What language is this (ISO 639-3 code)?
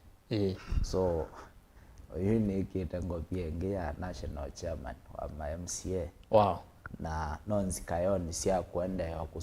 kam